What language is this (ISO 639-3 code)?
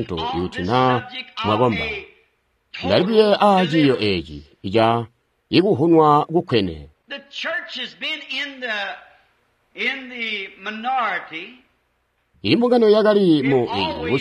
toi